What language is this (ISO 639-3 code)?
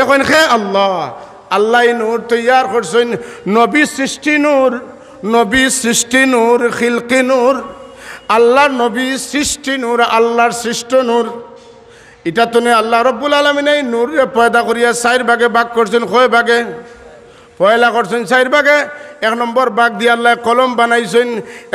syl